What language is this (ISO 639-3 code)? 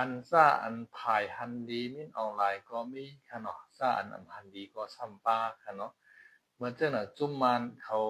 shn